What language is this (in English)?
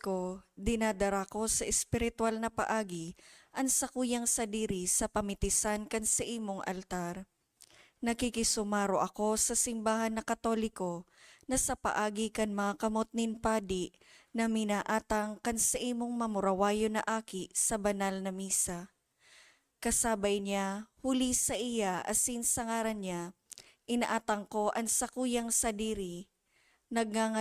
Bikol